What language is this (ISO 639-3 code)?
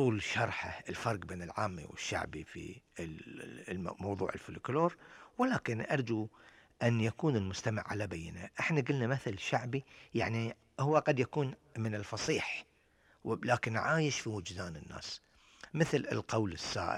afb